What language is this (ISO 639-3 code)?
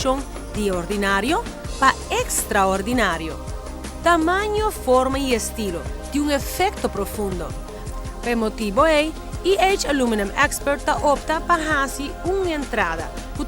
pap